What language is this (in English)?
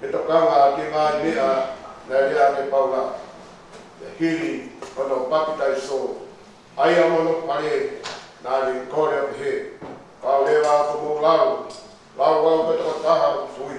Tongan